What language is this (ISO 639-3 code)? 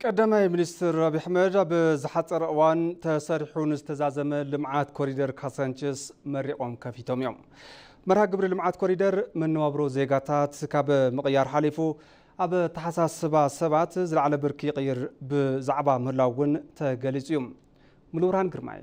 tir